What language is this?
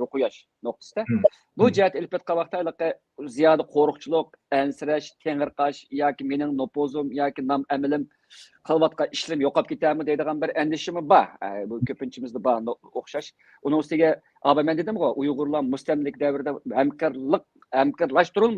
Uyghur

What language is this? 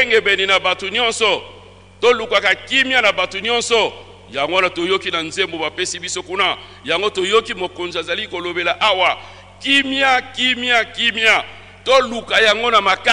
Lingala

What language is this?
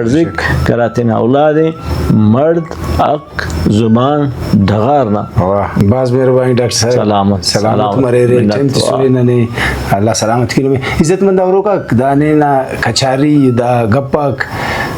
Brahui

